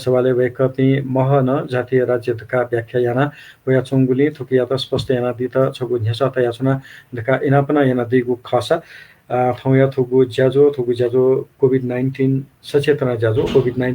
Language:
Newari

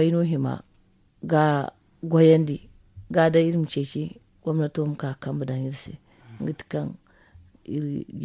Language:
Zarma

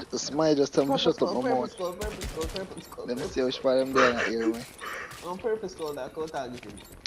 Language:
Jamaican Creole English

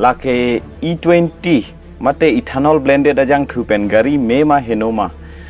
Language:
Karbi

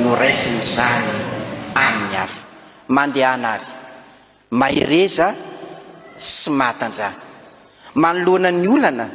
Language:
Malagasy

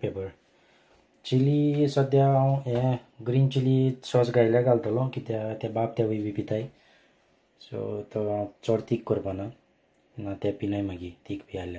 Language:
Konkani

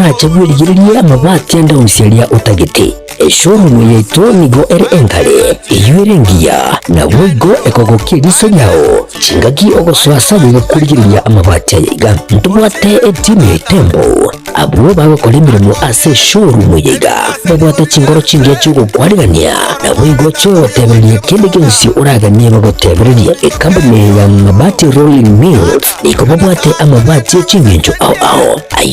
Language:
Gusii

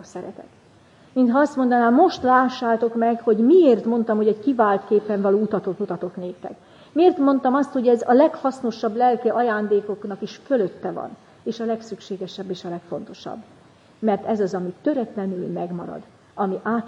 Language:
Hungarian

